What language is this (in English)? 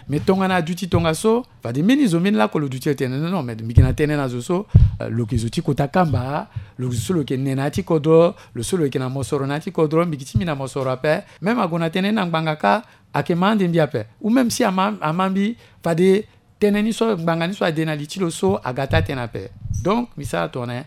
Sango